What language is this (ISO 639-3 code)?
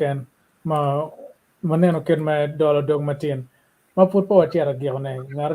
ach